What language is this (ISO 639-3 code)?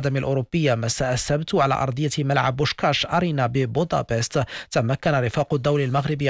ara